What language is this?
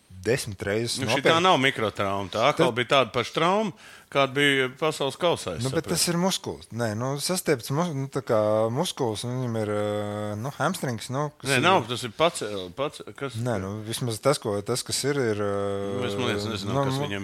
Latvian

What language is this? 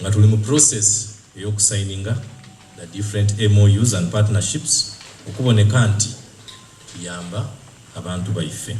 Soga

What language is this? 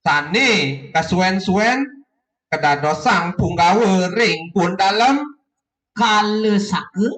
Balinese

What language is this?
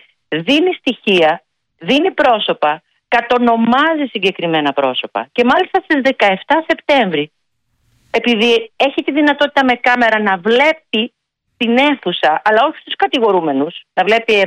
Greek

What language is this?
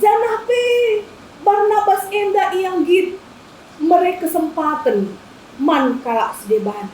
Batak Karo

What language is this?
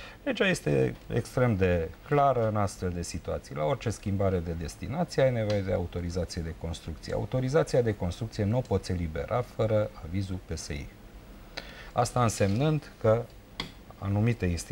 Romanian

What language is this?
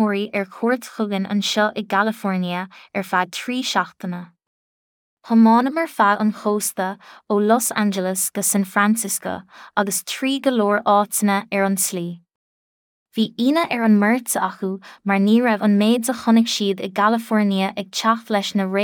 Irish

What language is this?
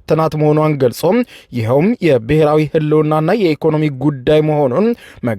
Amharic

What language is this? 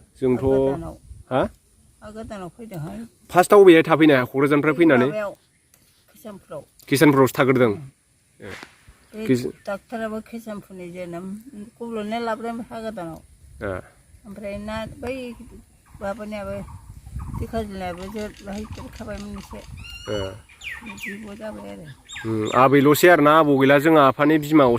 Bodo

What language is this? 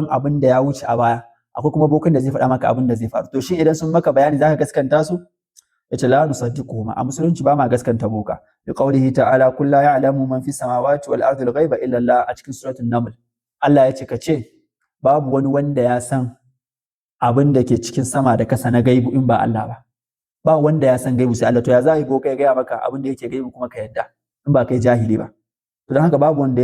Hausa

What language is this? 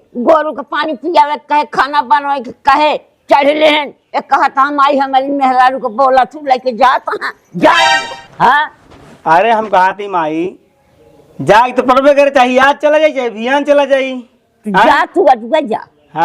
Awadhi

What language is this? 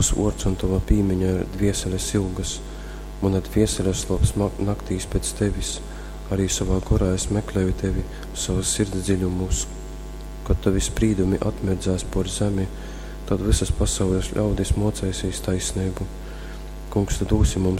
Latgalian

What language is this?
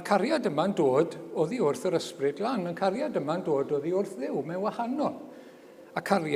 Welsh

